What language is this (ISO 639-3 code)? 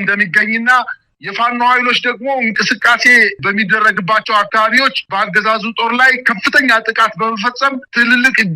amh